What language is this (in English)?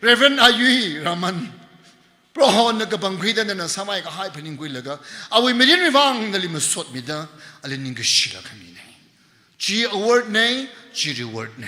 Tangkhul Naga (India)